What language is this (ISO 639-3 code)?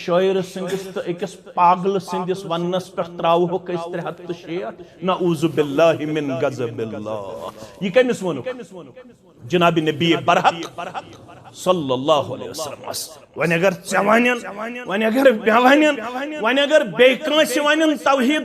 kas